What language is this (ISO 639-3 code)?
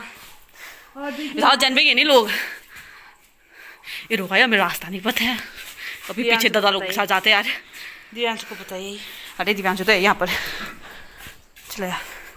hin